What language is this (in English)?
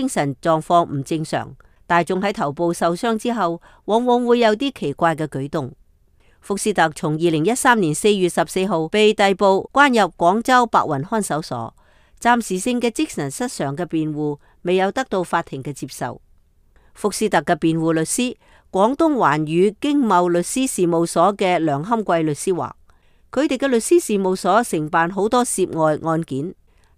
Cantonese